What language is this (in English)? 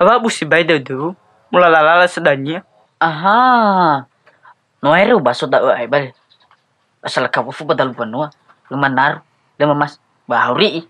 Nias